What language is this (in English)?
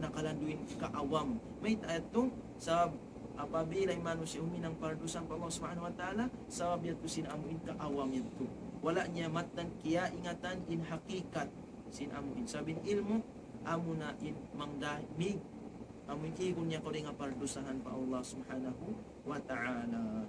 Tausug